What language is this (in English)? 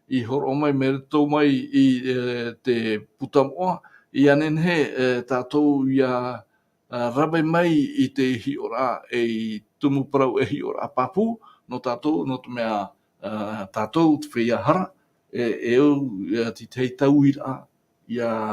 Tahitian